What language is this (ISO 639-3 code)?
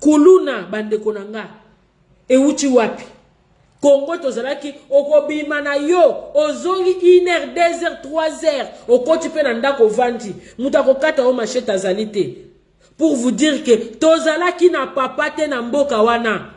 lin